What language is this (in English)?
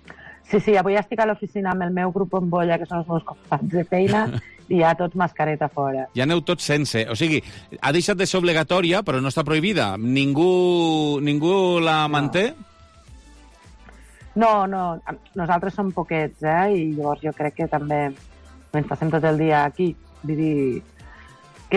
Catalan